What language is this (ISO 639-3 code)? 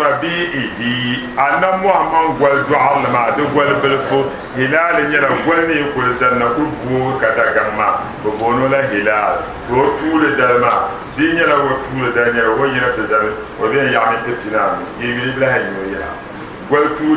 dag